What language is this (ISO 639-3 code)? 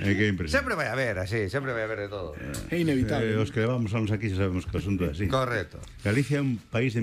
glg